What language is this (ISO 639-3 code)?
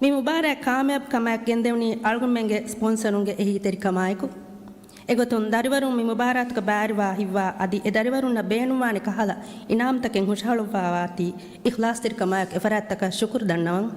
div